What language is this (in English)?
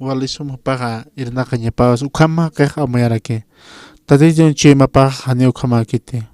Aymara